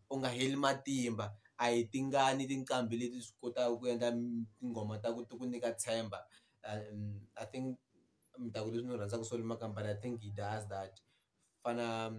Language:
Tsonga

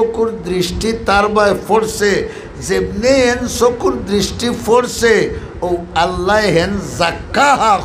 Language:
Sylheti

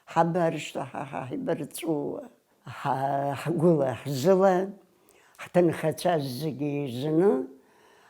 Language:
Abkhazian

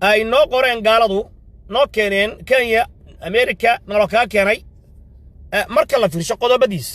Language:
Somali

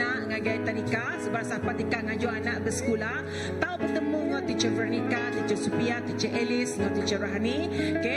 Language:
Iban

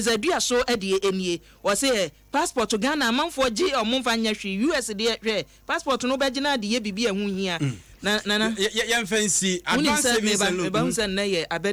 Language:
Akan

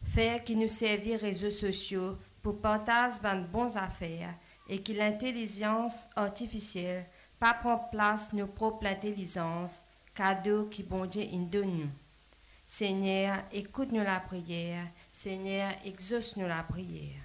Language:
Morisyen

